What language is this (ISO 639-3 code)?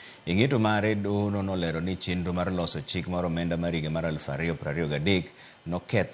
luo